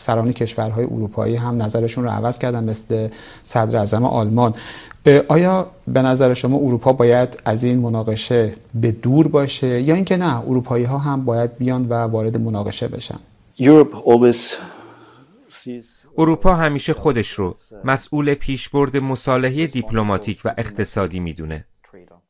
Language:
Persian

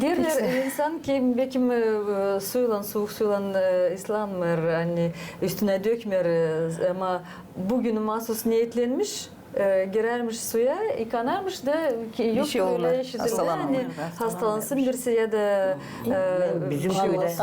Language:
Gagauz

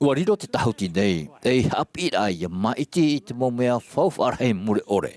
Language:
Tahitian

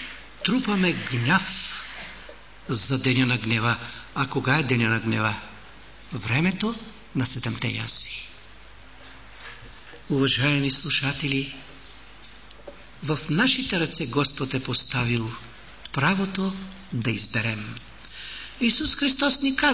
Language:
Bulgarian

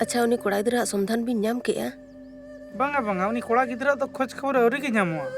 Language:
Santali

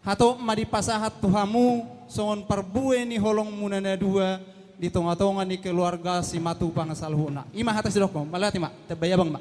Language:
Batak Toba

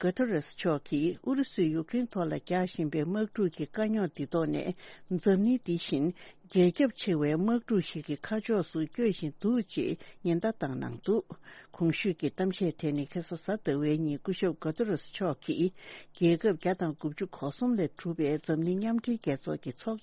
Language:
Tibetan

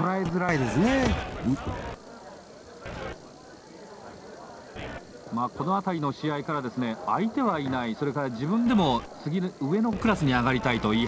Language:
Japanese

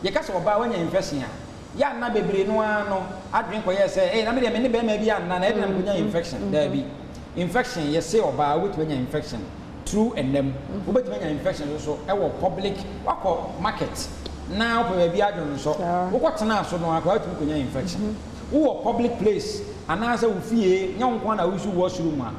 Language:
Akan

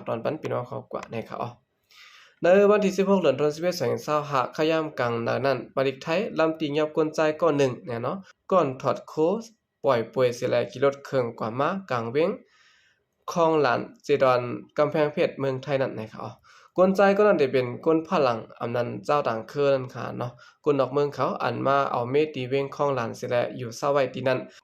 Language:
Shan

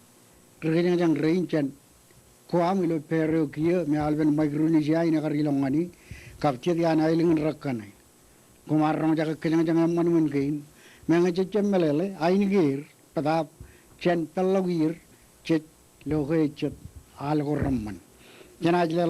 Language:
Marshallese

